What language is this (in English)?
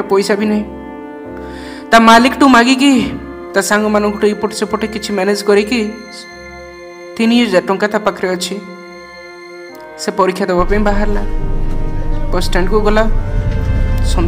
Odia